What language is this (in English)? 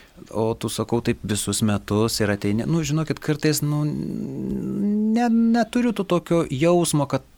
Lithuanian